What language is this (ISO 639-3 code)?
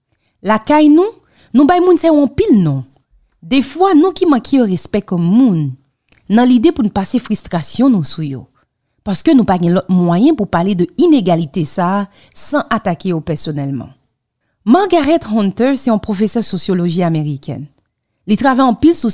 hat